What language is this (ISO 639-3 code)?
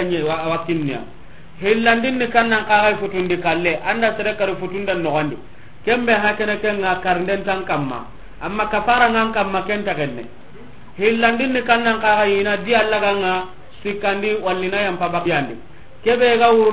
snk